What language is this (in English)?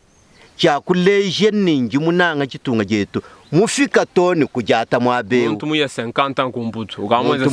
Luba-Lulua